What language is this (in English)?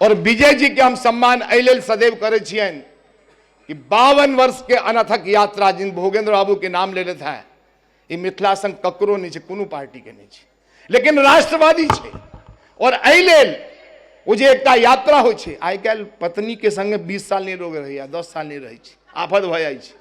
Maithili